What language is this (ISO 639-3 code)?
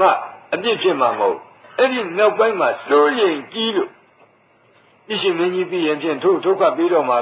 mya